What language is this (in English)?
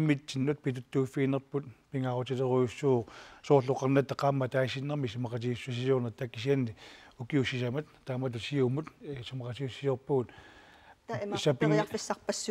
Kalaallisut